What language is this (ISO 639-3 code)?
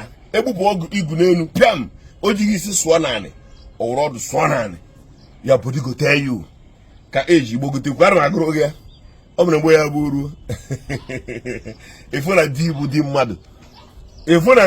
ibo